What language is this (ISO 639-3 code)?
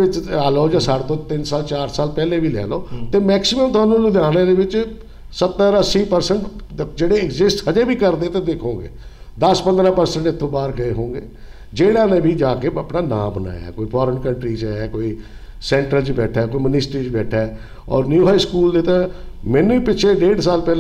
pan